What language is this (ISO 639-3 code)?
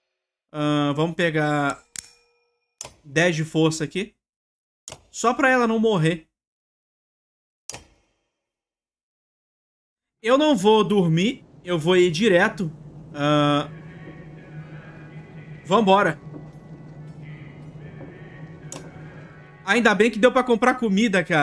por